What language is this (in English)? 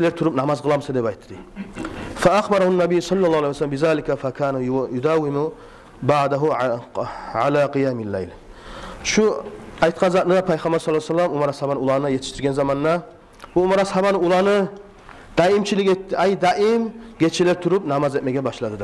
Kumyk